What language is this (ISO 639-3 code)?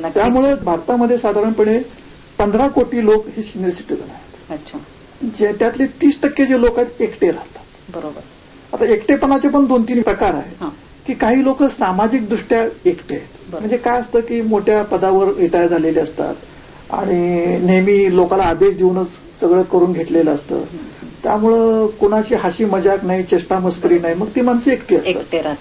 mar